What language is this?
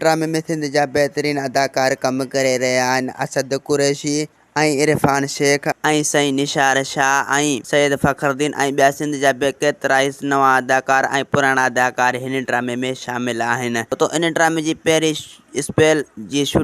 Sindhi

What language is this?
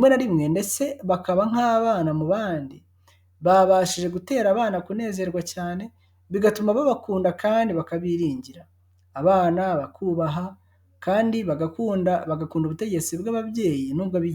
Kinyarwanda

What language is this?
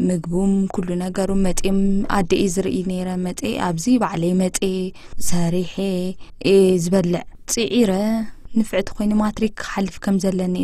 Tigrinya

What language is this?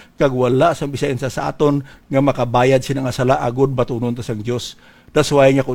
Hiligaynon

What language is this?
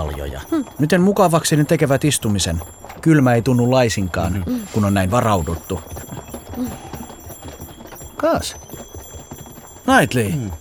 Finnish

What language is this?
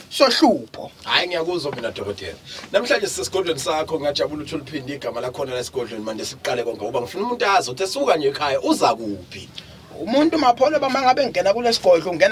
Zulu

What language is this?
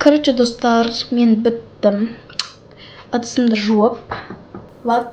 Kazakh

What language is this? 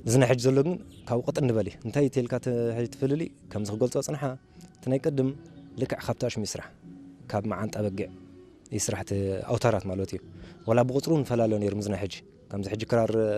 Tigrinya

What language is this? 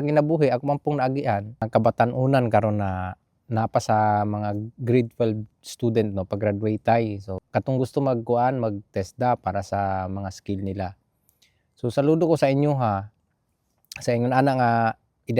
Cebuano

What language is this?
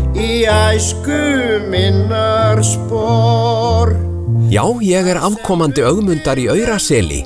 Icelandic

